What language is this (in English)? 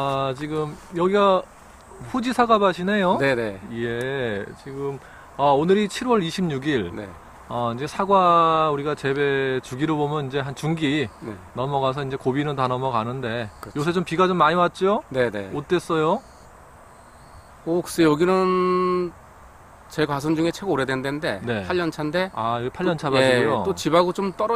Korean